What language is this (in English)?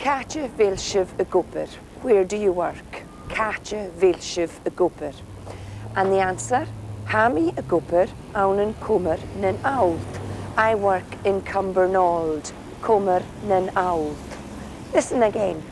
Scottish Gaelic